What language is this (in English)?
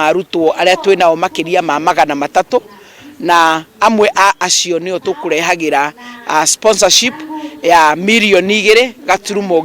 Kikuyu